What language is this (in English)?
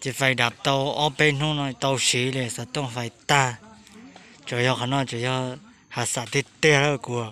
Hmong